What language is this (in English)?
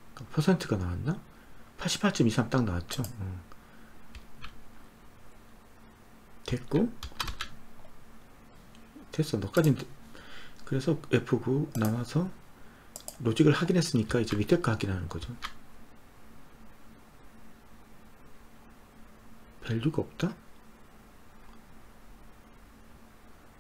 Korean